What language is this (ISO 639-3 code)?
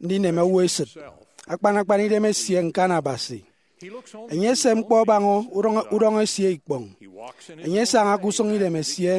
efi